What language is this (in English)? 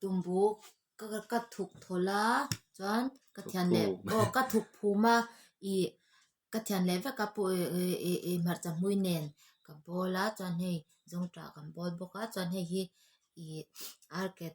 Mizo